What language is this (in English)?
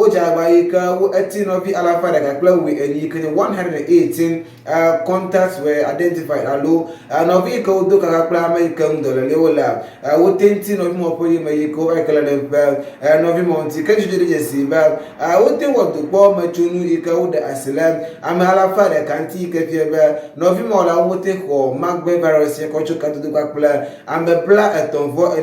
Ewe